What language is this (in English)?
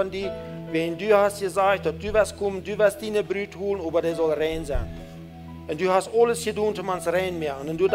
Plautdietsch